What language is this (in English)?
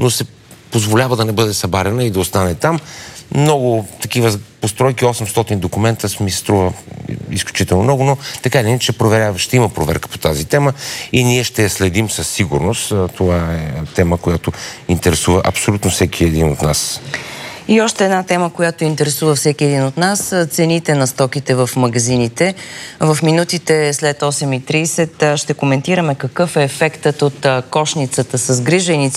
Bulgarian